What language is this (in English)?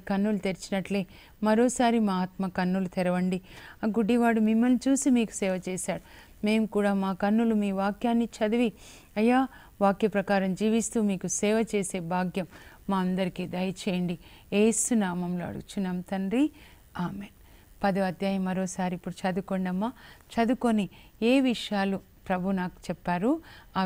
Telugu